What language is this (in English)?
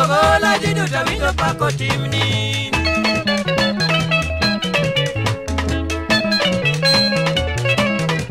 Luo (Kenya and Tanzania)